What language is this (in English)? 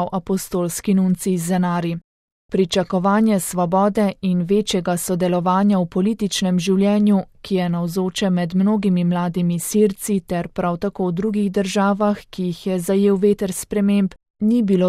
Slovenian